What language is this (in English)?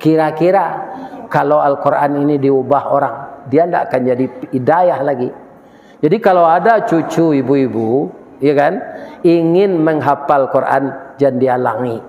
Minangkabau